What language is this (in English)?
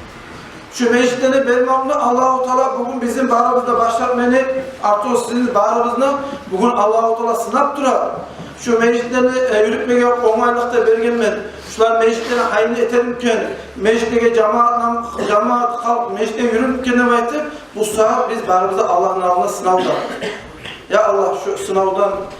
Kumyk